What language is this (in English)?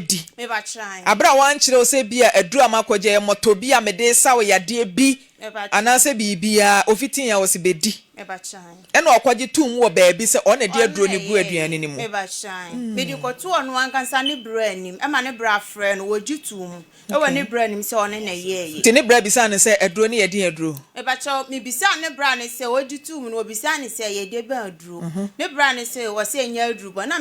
Akan